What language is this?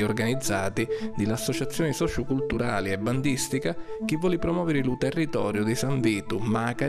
Sicilian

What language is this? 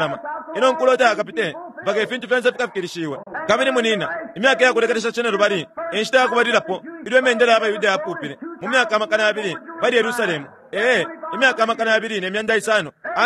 Bemba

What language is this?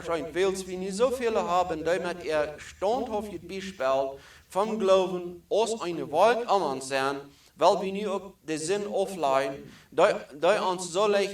Plautdietsch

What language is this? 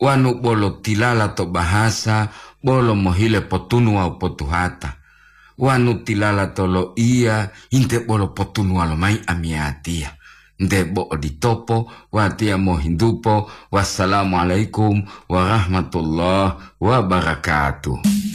Gorontalo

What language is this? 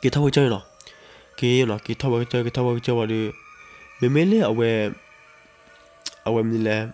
S'gaw Karen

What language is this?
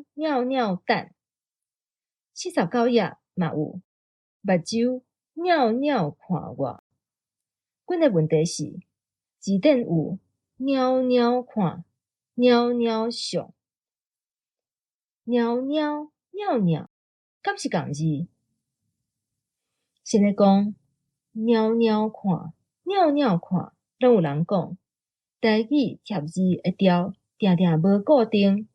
Min Nan Chinese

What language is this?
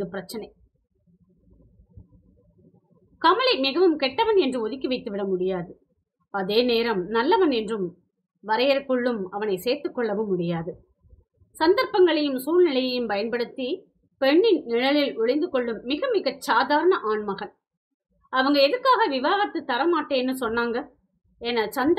Tamil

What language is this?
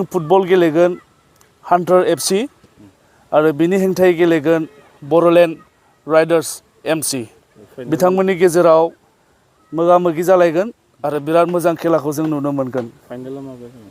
Bodo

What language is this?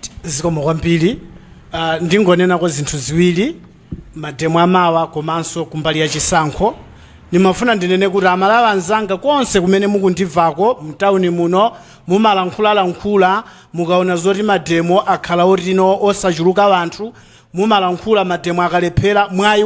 Nyanja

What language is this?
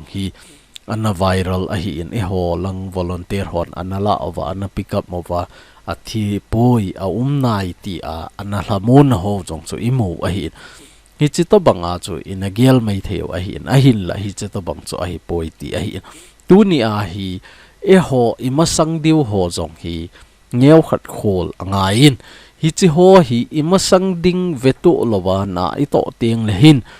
Thado Chin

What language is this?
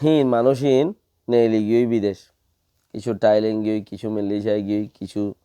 Rohingya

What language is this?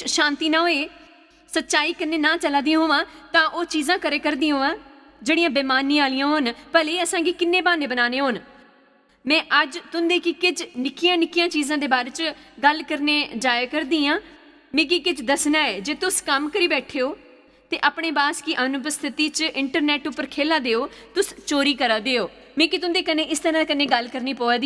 Dogri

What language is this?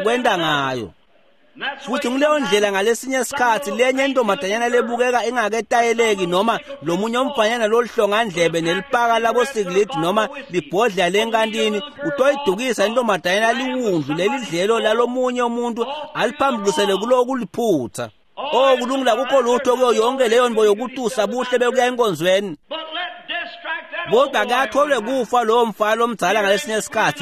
Swati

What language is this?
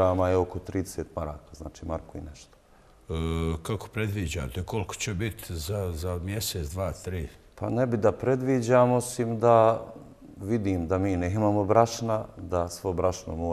Bosnian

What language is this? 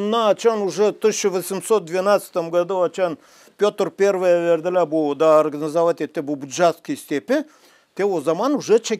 Gagauz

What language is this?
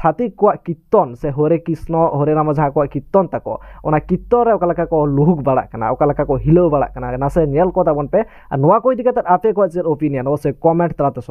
Santali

